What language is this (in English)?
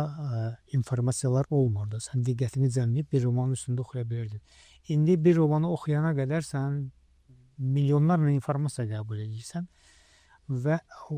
Azerbaijani